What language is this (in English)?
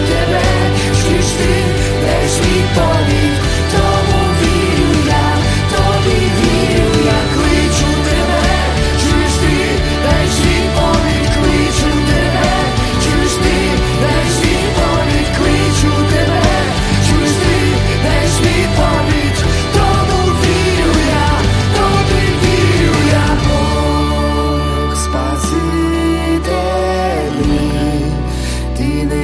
Ukrainian